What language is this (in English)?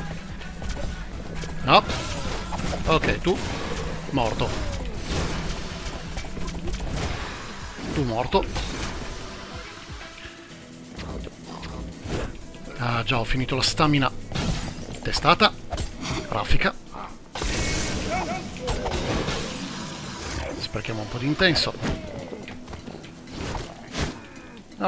Italian